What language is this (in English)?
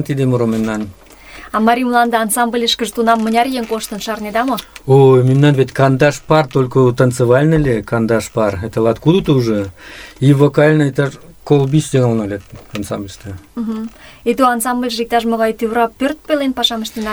Mari